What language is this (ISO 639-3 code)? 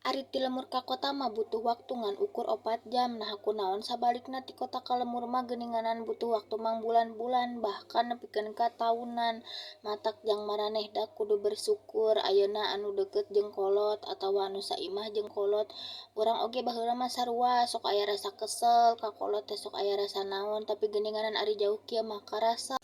sun